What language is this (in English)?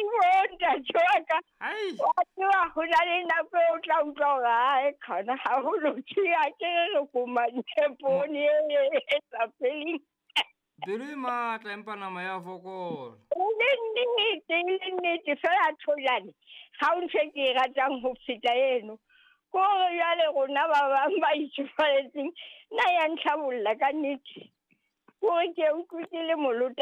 Southern Sotho